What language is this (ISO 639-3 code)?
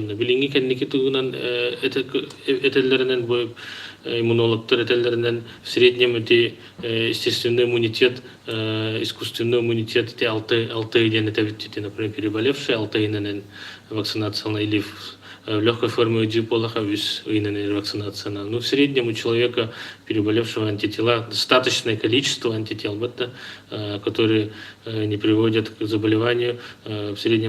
sah